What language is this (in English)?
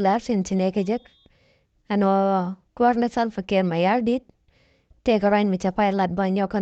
Nuer